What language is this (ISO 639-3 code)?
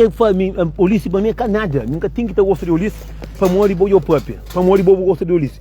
kea